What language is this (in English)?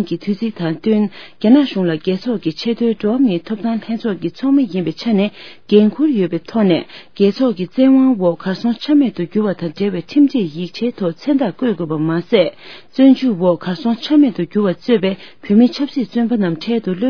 Tibetan